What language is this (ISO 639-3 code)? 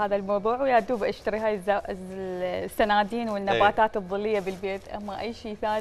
acm